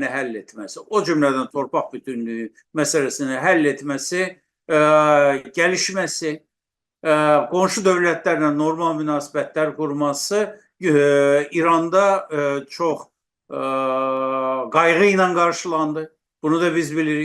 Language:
South Azerbaijani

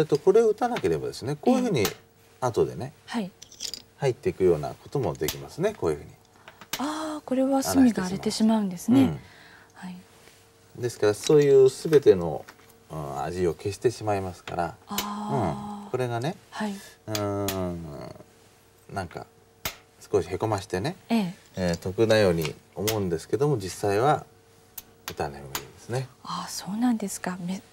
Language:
Japanese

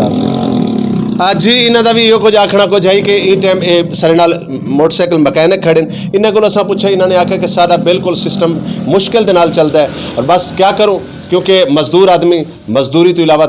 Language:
Western Panjabi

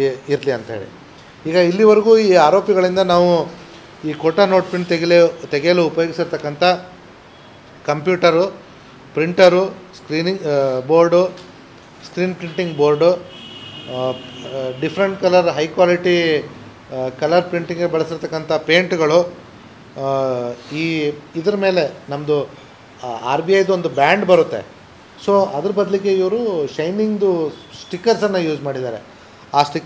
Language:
Kannada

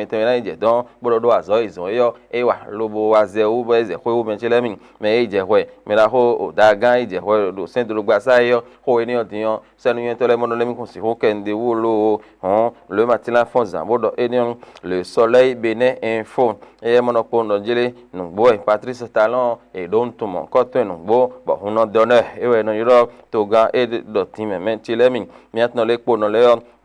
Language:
Fon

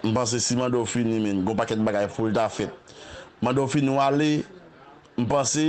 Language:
Haitian Creole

